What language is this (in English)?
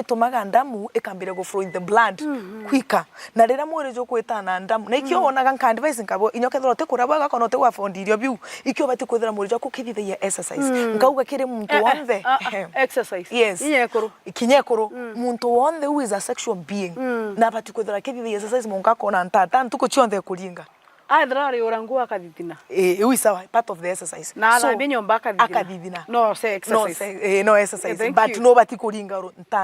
Meru